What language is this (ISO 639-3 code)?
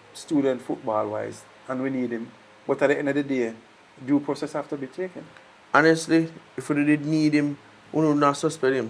jam